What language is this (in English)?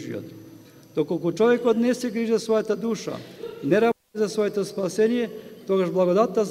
Macedonian